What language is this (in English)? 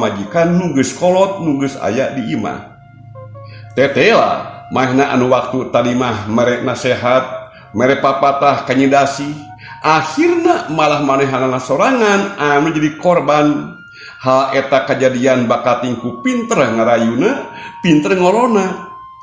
Sundanese